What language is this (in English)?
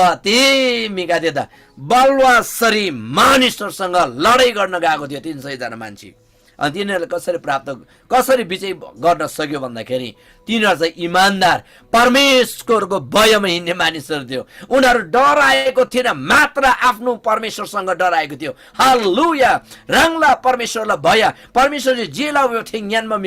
Eastern Tamang